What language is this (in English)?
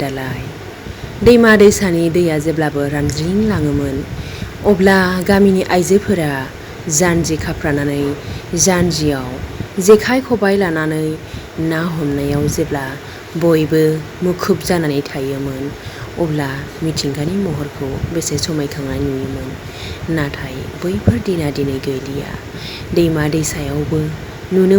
Bodo